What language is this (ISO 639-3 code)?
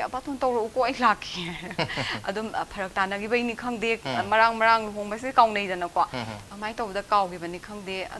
mni